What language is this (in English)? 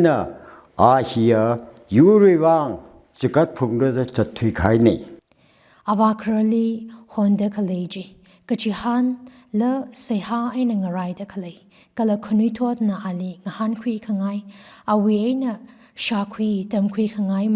Tangkhul Naga (India)